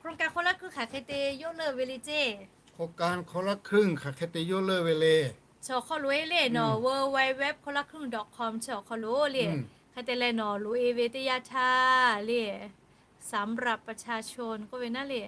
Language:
Lahu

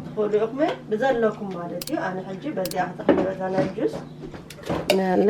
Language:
Tigrinya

